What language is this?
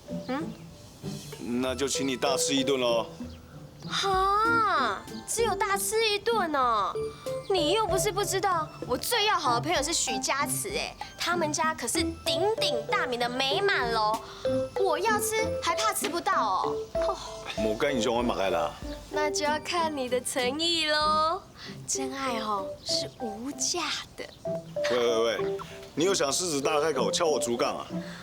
Hakka Chinese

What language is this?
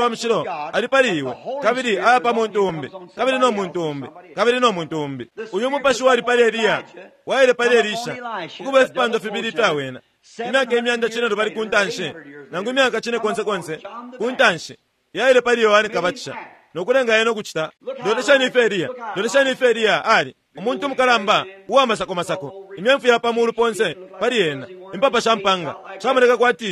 Bemba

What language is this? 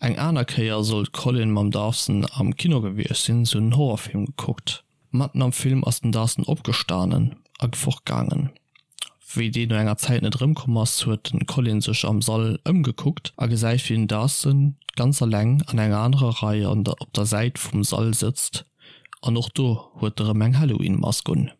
Luxembourgish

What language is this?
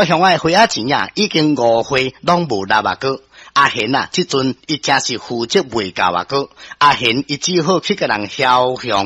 Min Nan Chinese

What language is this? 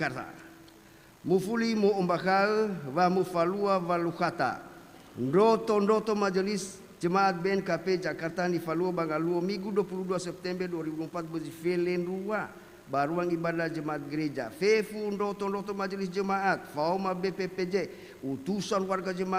Nias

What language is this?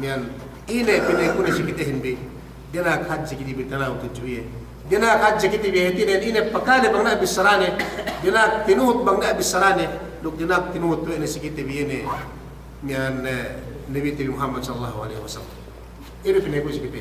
Yakan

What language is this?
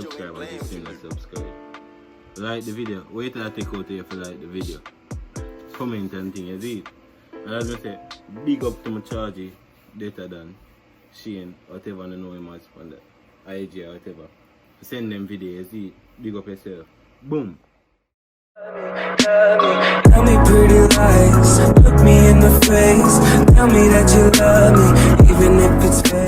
Jamaican Creole English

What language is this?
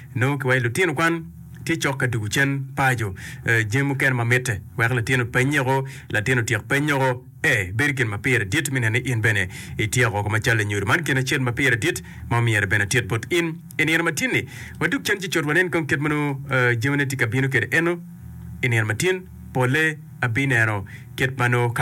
Acoli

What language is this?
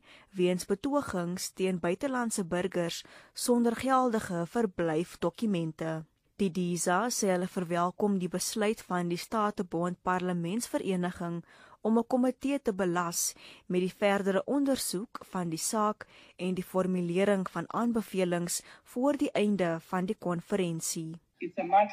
Afrikaans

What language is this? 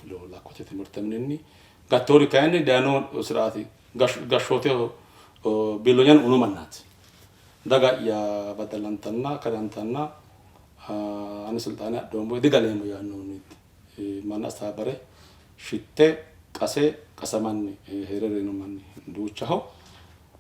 Sidamo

